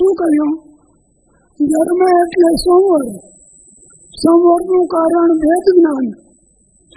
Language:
Gujarati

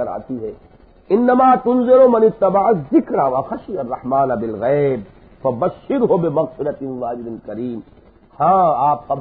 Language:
Urdu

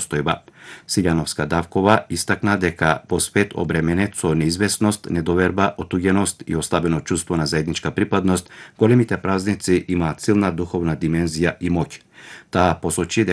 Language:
Macedonian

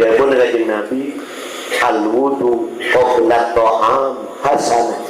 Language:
Madurese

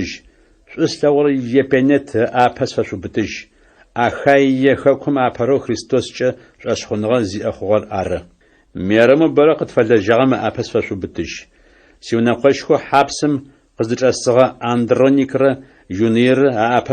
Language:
Adyghe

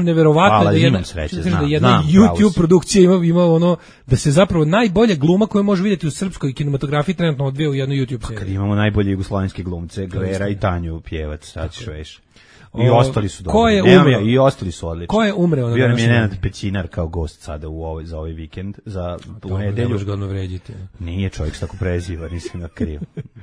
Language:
Serbian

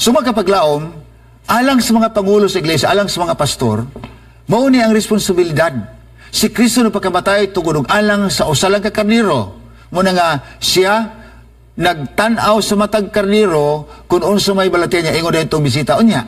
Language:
Cebuano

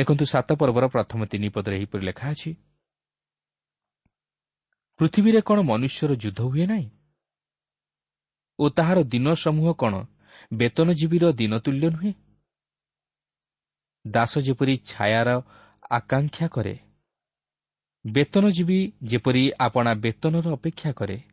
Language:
Odia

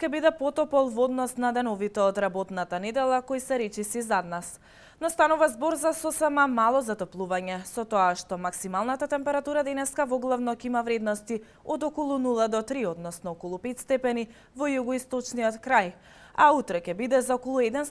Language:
Macedonian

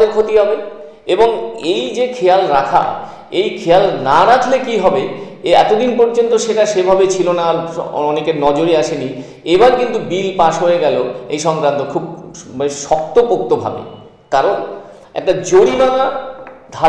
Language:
Bangla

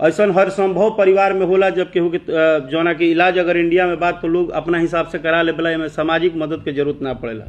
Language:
Bhojpuri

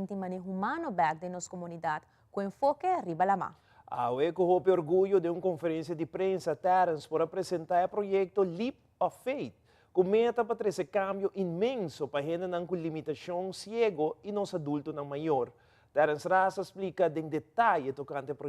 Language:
Papiamento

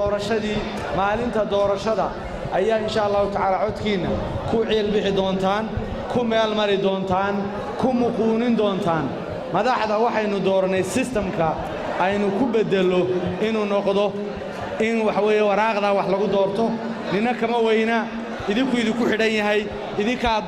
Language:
Somali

